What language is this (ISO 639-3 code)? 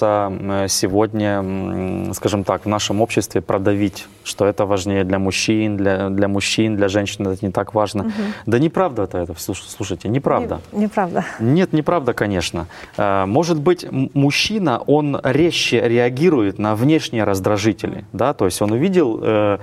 rus